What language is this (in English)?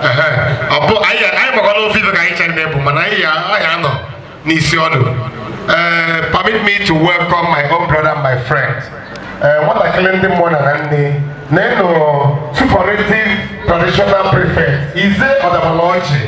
Igbo